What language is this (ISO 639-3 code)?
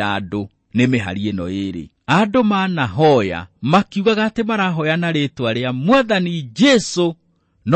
kik